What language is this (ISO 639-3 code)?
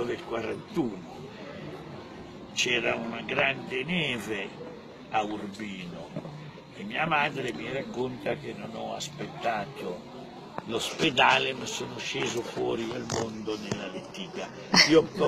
ita